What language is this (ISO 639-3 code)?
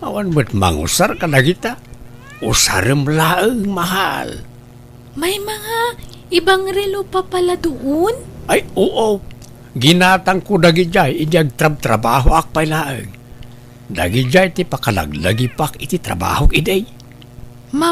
ilo